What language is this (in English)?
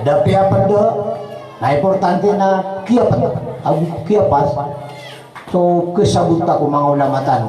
Maranao